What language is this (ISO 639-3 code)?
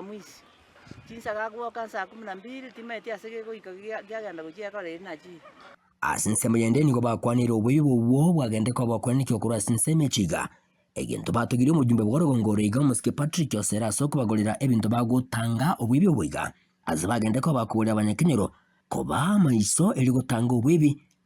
guz